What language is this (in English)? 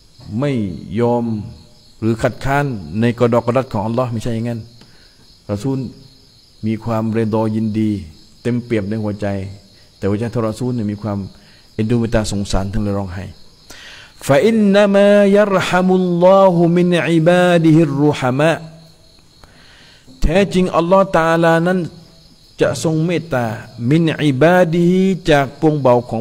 Thai